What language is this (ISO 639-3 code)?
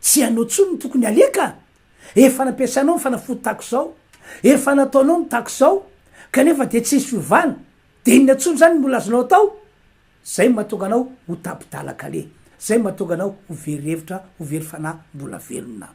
mlg